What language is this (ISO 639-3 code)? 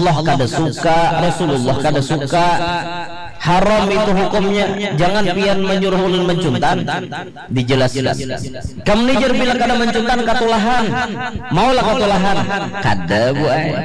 bjn